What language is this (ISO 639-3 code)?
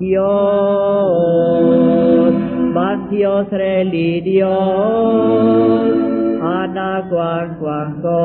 kek